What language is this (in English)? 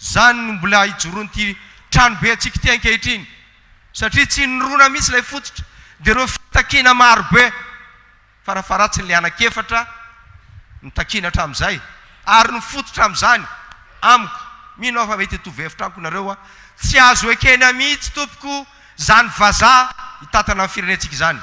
Malagasy